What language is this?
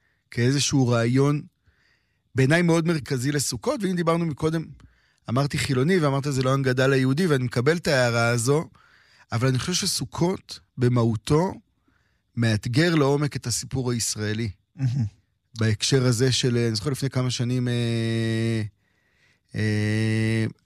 Hebrew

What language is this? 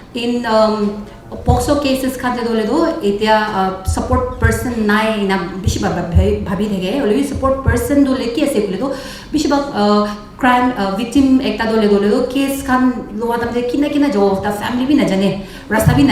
Naga Pidgin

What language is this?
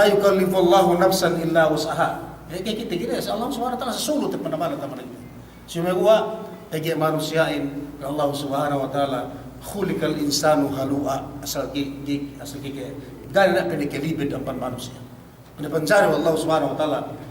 Yakan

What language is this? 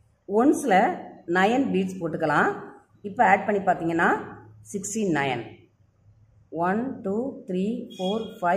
Tamil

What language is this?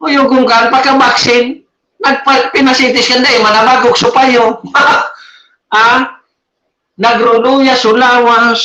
Bikol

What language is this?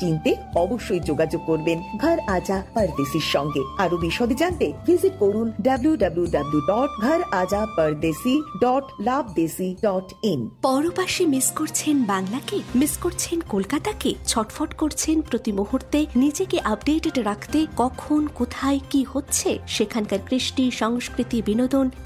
Bangla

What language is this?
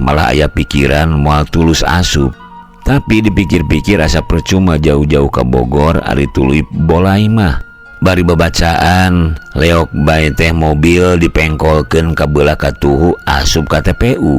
Sundanese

